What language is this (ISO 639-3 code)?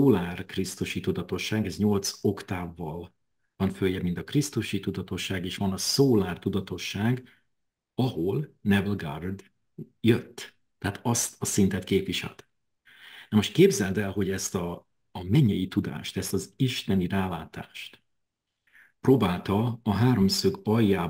hun